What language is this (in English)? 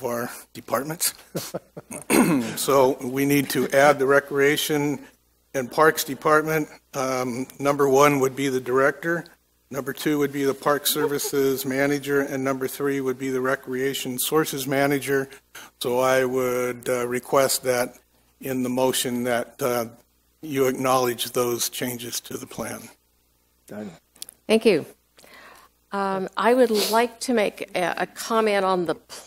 English